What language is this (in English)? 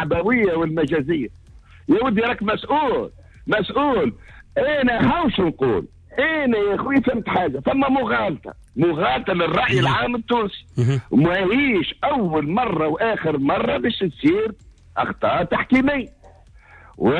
Tunisian Arabic